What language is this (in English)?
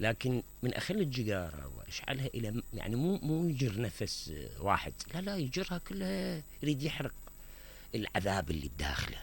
Mesopotamian Arabic